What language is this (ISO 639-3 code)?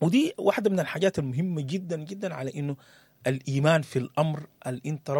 apd